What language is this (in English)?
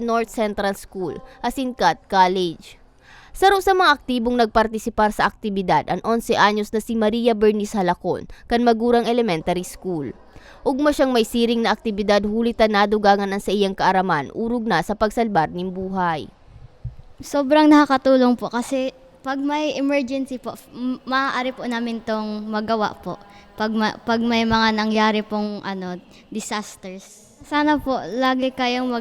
Bikol